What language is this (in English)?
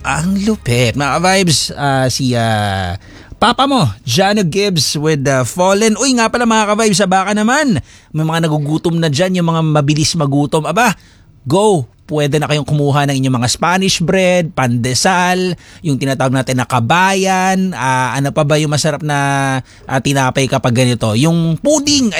Filipino